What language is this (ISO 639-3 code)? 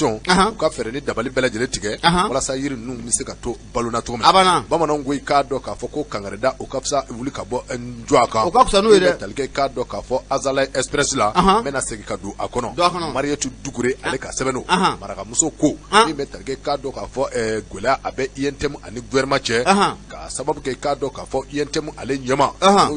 bam